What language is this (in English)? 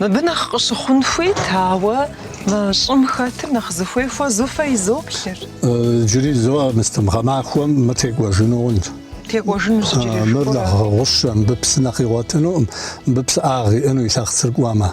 Kabardian